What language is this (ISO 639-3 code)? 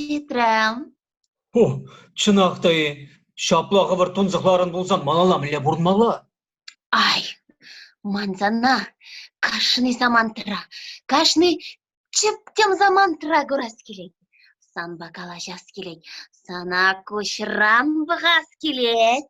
chv